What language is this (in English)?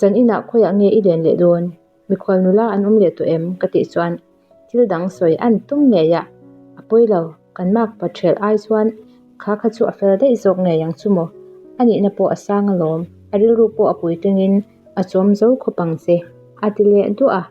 Mizo